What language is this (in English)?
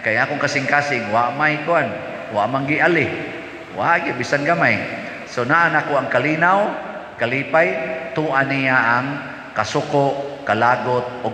Cebuano